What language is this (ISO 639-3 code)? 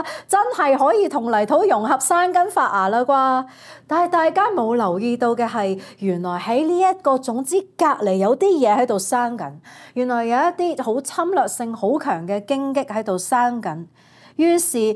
yue